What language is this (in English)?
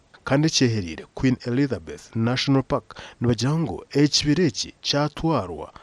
Nyankole